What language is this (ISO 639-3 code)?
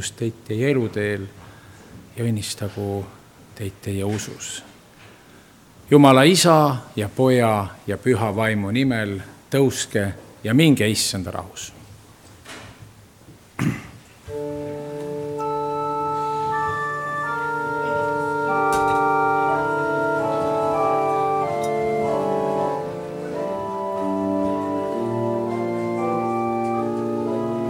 est